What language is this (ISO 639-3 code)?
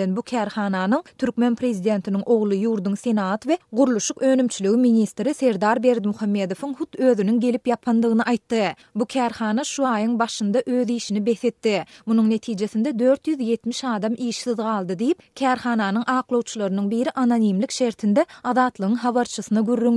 tuk